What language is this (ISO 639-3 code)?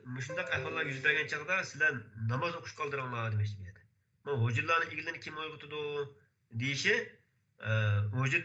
uig